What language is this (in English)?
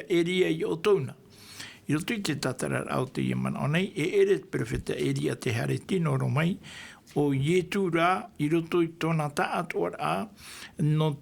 Tahitian